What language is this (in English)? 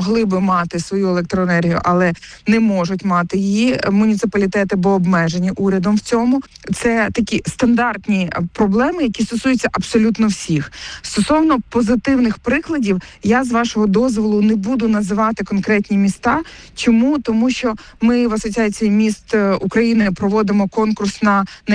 Ukrainian